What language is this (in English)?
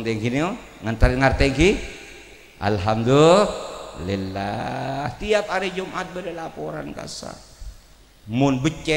Madurese